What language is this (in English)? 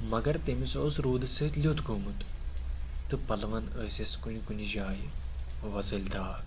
Kashmiri